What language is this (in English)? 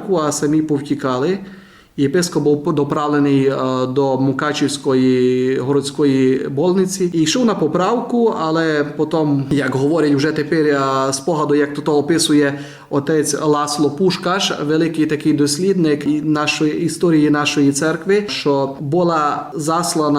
Rusyn